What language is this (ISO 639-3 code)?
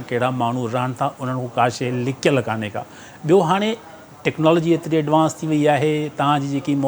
snd